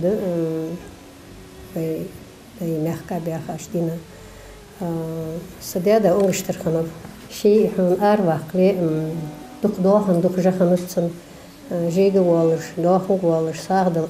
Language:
Ingush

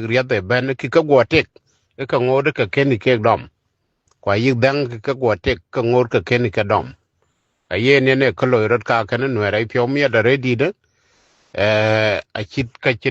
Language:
Nuer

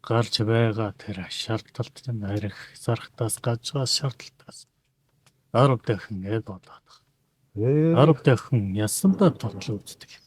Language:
Mongolian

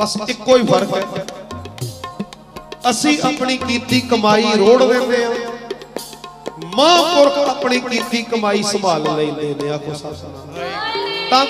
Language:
Punjabi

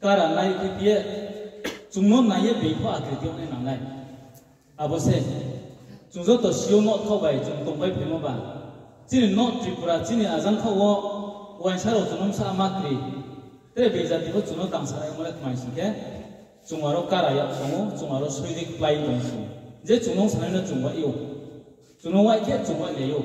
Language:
Riang (India)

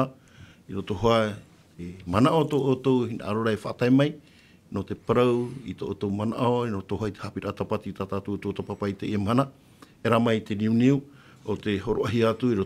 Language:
Tahitian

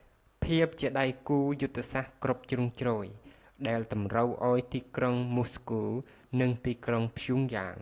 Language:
Khmer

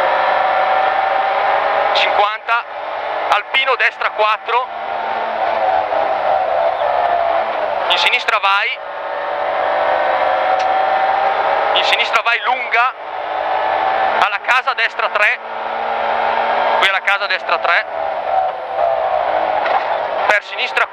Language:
Italian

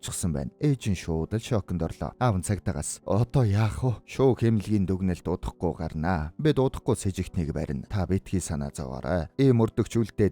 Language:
Mongolian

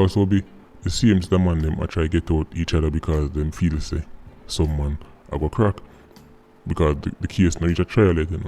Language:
Jamaican Creole English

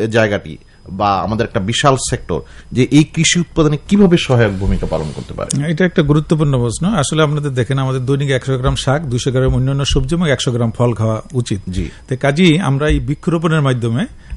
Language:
Bangla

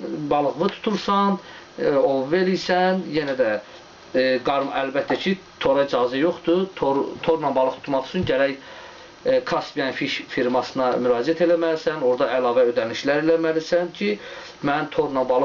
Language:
Azerbaijani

